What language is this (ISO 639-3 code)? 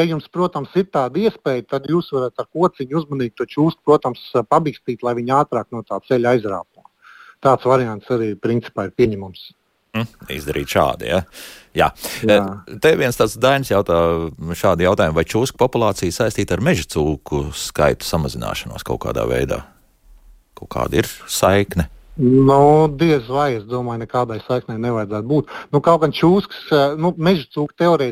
lav